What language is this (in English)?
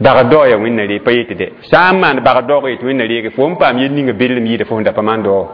Mossi